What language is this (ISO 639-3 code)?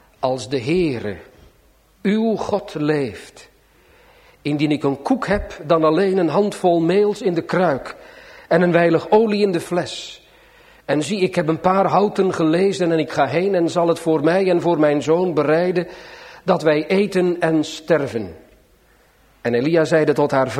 nld